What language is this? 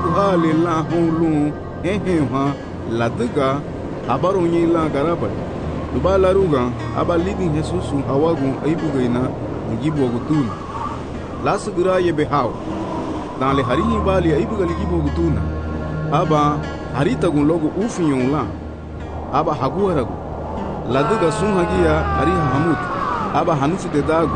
Garifuna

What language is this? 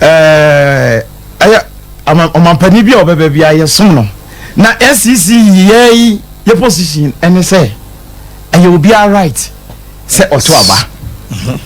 Akan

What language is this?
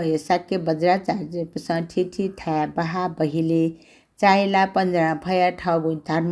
Newari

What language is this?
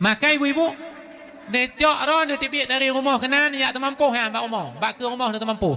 Achinese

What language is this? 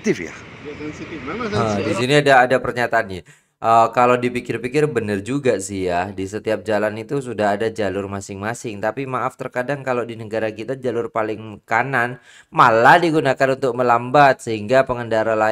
Indonesian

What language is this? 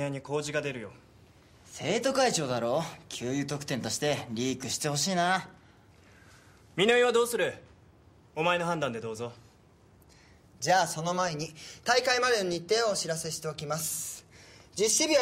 Japanese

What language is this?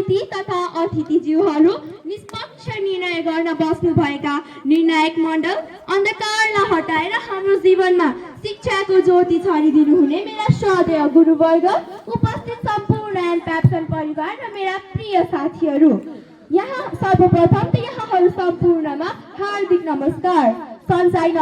Nepali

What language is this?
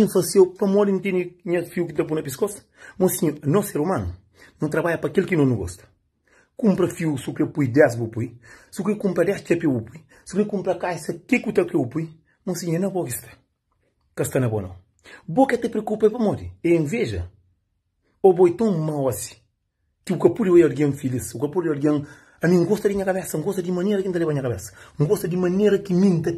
Kabuverdianu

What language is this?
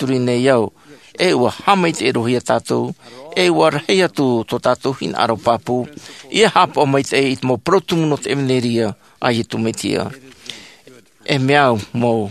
Tahitian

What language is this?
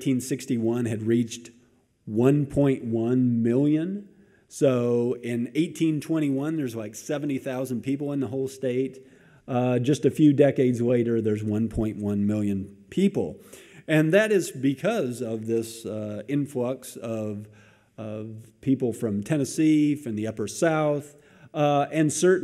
English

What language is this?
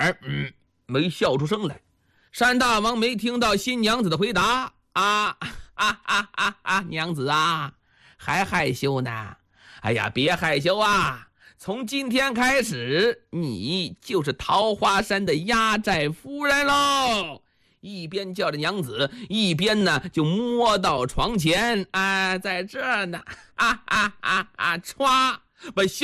Chinese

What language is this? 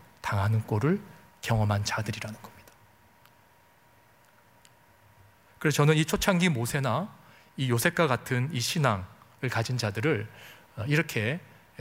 Korean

